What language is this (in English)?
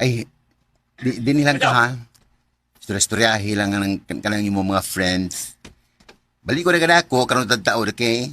Cebuano